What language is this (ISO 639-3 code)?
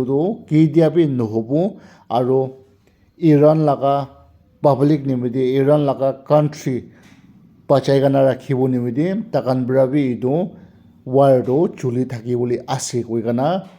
nag